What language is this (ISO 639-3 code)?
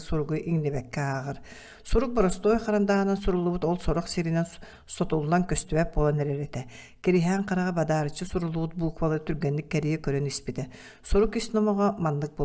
sah